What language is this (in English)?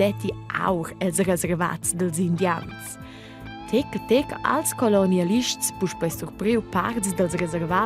Romansh